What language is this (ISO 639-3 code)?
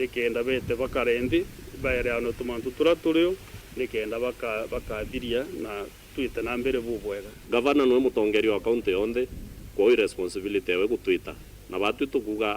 mer